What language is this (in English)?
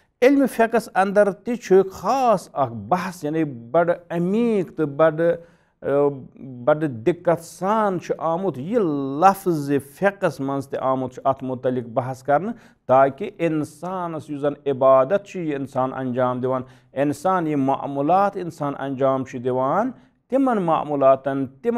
Kashmiri